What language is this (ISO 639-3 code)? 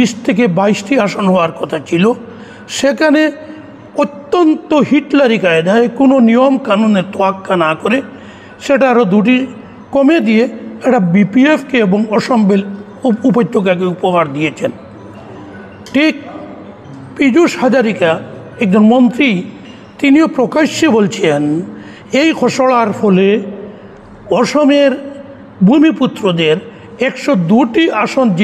ben